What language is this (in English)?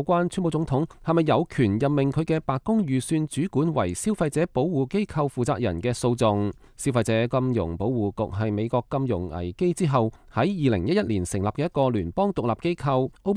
Cantonese